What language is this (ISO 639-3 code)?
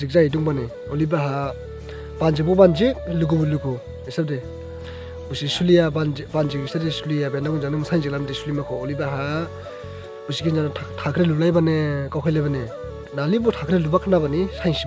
dis